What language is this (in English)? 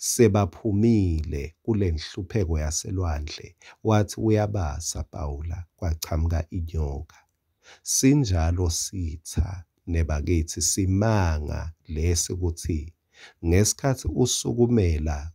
Swati